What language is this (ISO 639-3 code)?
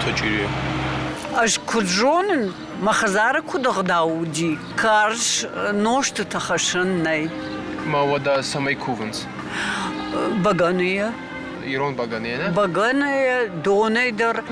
oss